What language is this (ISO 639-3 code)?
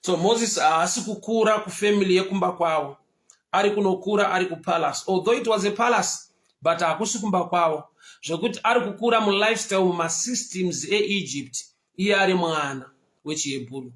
sna